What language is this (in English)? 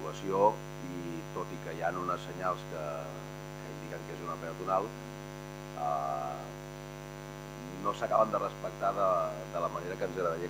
Catalan